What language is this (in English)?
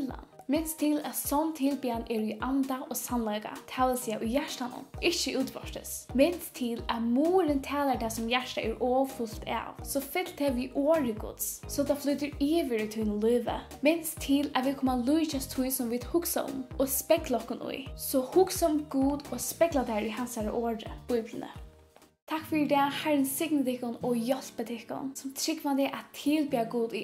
Faroese